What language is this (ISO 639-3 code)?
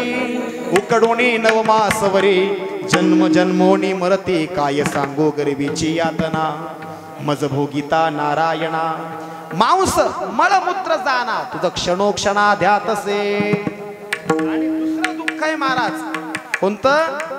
mar